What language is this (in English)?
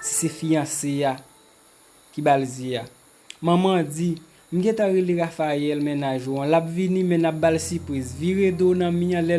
Haitian Creole